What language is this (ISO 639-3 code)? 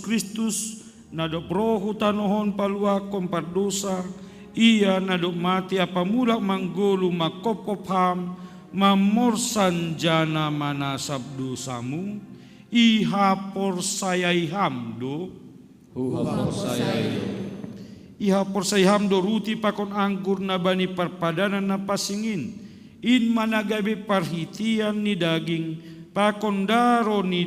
bts